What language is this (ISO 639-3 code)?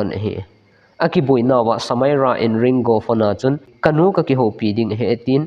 tcz